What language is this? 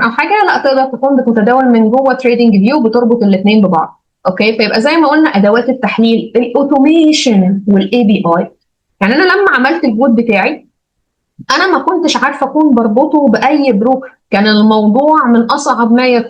Egyptian Arabic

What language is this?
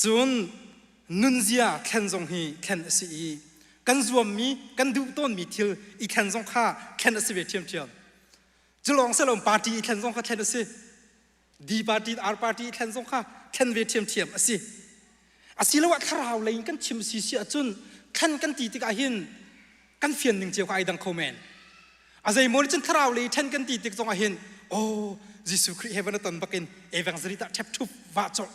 Hakha Chin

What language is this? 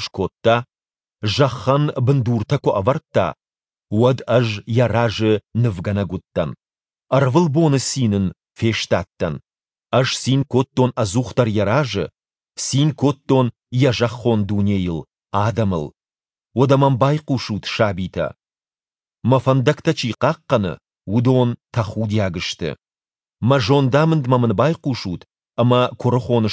Ossetic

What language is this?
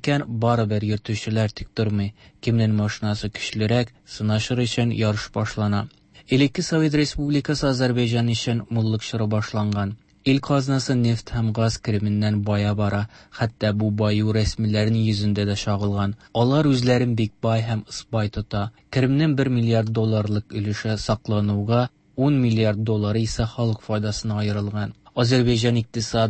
Tatar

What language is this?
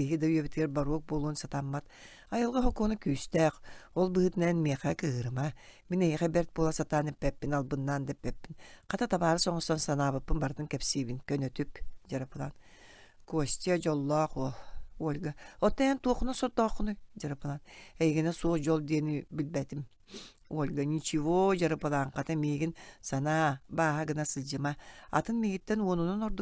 Yakut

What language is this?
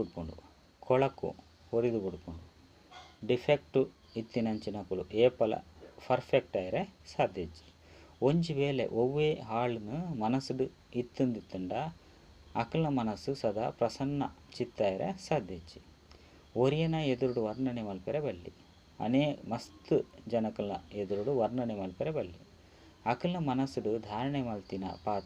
Tulu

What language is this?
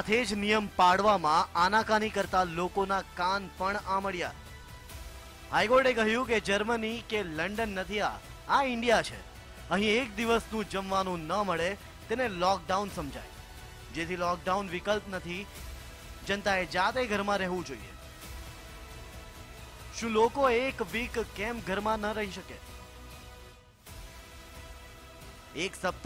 Gujarati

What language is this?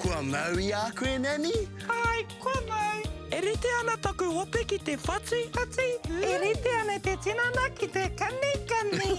Māori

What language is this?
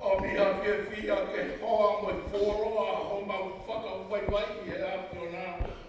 Tongan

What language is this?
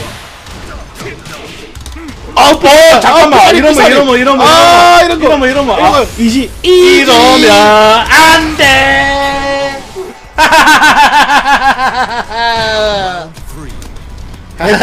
Korean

